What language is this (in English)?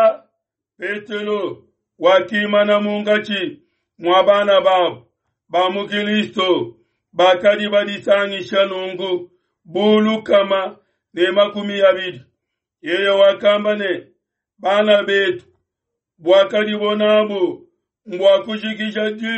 Luba-Lulua